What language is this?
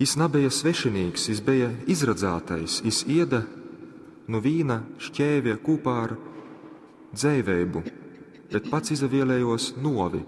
Latgalian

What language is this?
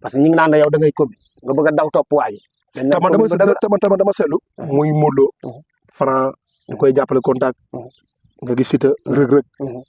Wolof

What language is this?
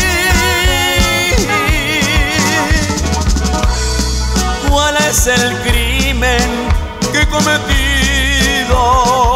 Spanish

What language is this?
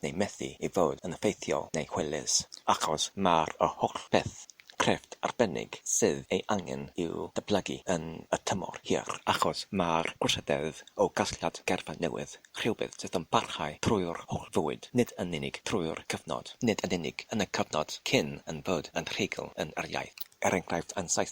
Welsh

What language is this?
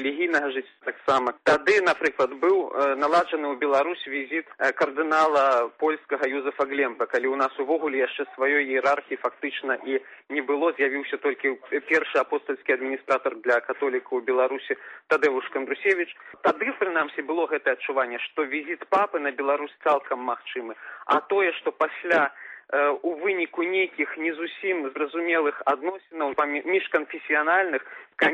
Belarusian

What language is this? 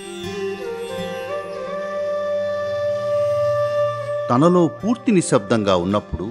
Telugu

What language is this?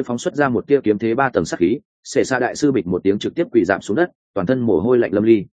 Vietnamese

